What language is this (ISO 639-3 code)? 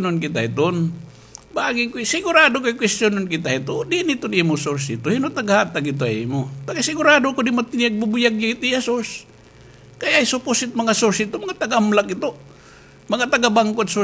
war